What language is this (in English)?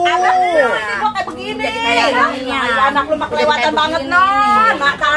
Betawi